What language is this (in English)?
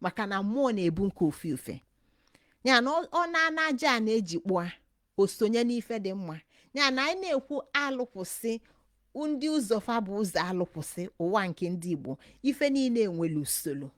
Igbo